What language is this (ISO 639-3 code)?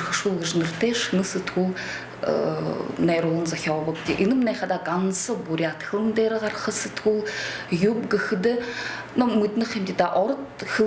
bua